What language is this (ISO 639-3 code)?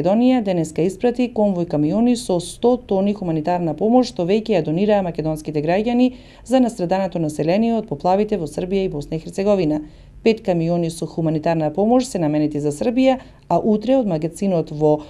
mkd